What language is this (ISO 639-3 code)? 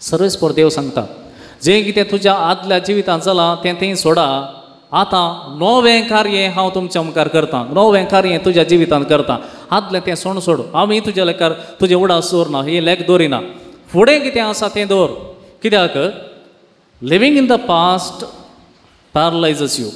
kok